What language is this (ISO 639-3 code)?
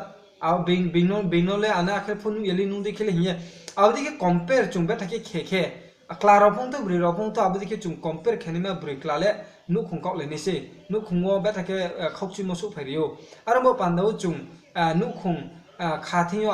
ria